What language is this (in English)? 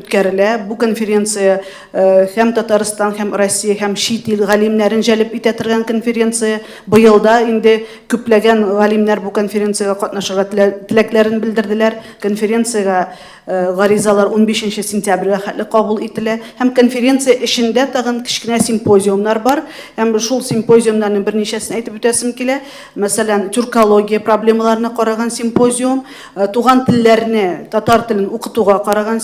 Tatar